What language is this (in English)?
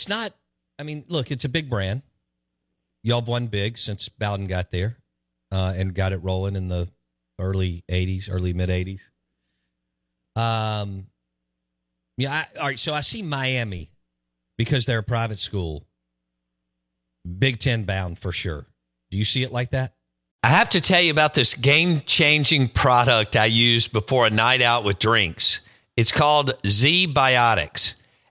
English